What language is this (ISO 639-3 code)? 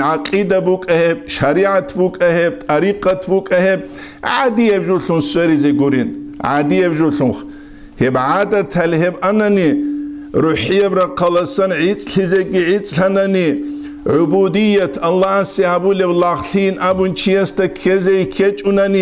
ava